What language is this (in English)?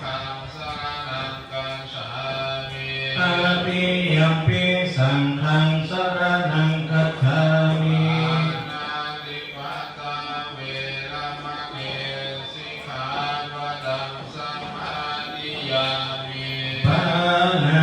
Pali